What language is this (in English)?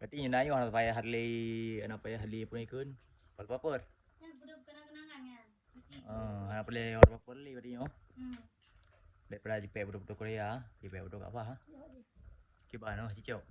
Achinese